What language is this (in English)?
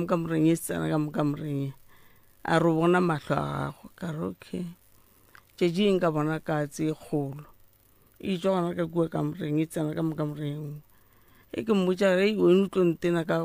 Northern Sotho